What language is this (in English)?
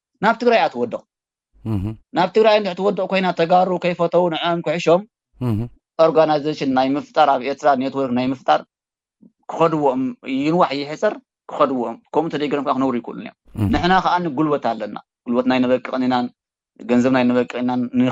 Tigrinya